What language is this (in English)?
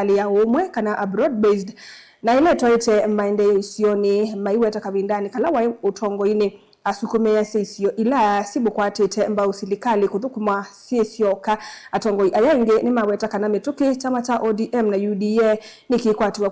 Kamba